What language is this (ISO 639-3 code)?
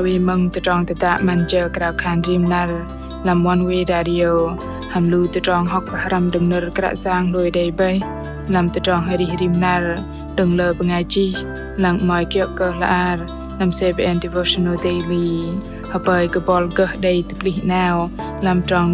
bdq